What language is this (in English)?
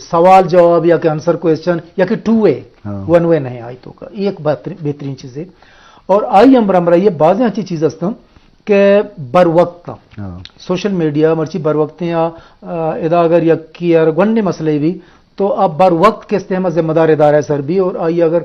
Eastern Balochi